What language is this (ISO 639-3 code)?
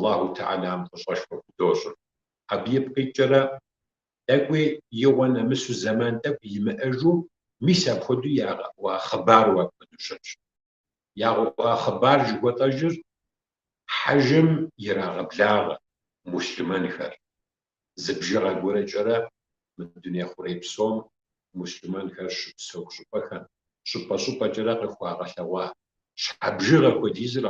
kbd